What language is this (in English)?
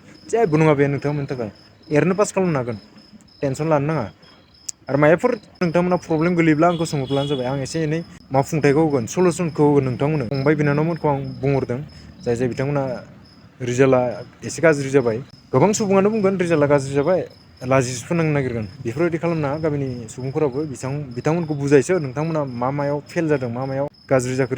Bodo